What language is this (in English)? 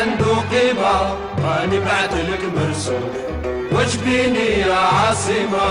Kabyle